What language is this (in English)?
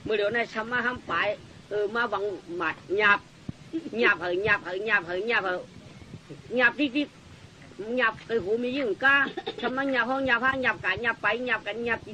Shan